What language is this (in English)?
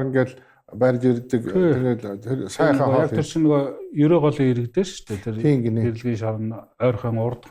Mongolian